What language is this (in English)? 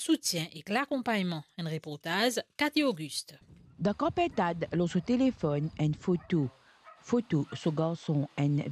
Morisyen